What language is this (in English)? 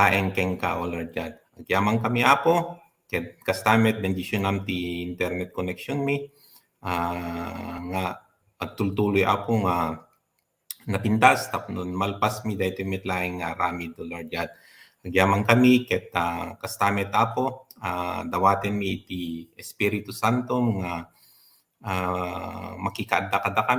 Iloko